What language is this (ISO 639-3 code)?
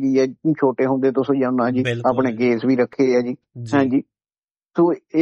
pan